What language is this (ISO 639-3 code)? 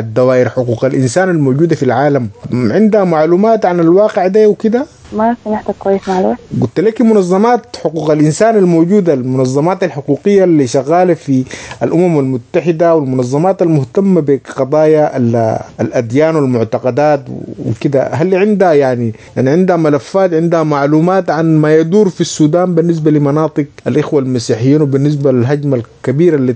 apd